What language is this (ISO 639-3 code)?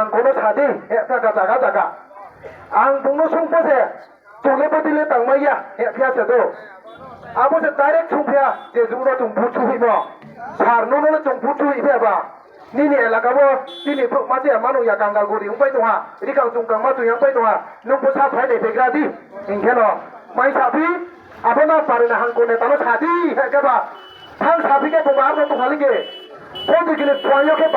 ria